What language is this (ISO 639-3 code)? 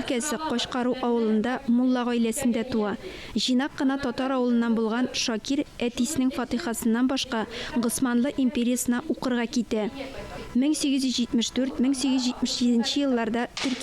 tat